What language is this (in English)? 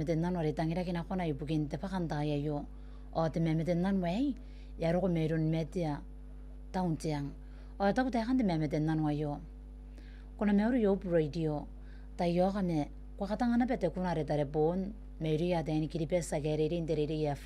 Gilbertese